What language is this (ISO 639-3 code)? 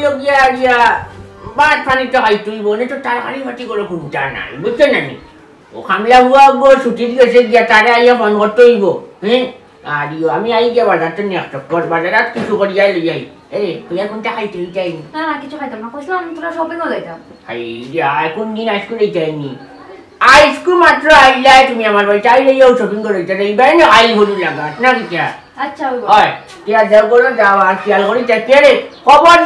syl